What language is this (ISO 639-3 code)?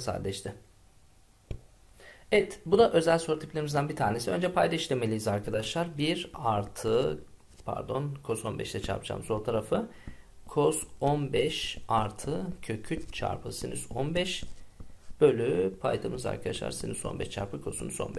tur